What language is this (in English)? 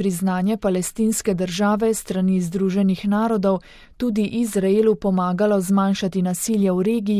Slovenian